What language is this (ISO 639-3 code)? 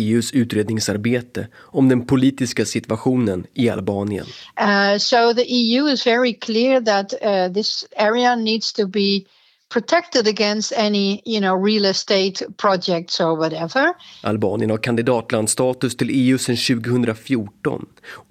swe